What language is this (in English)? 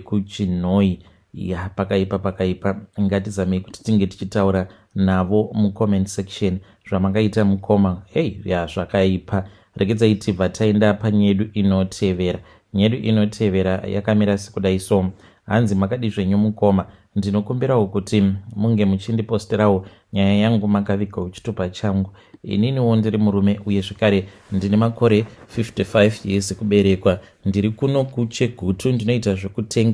Shona